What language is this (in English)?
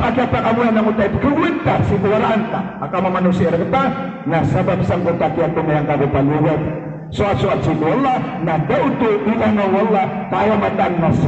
Maranao